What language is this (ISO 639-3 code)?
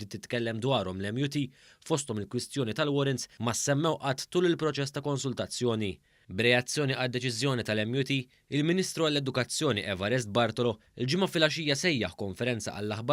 mlt